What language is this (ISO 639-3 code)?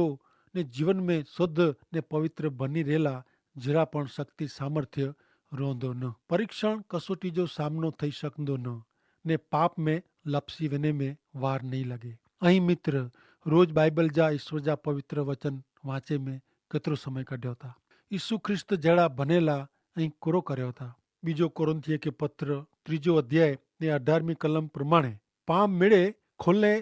kfr